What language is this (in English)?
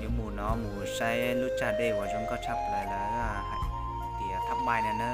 Hmong